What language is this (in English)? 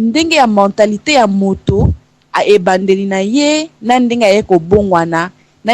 Lingala